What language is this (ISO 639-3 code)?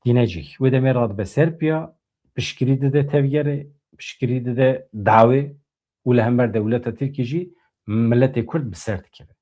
kur